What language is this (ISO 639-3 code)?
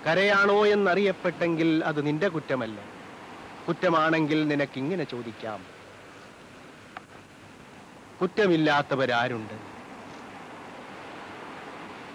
mal